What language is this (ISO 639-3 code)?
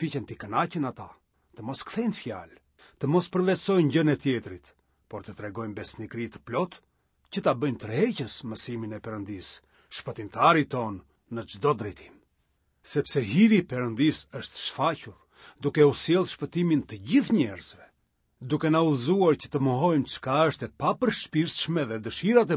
sqi